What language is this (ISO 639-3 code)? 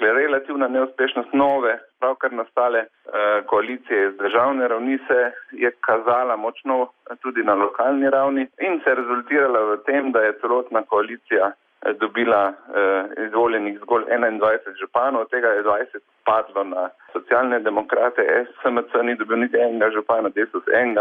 slv